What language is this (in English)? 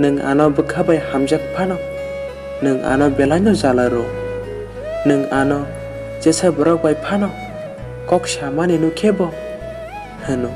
Kok Borok